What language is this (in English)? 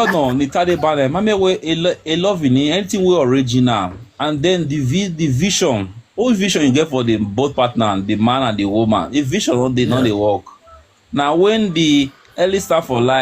Nigerian Pidgin